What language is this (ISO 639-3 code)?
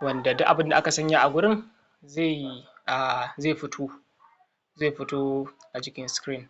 hau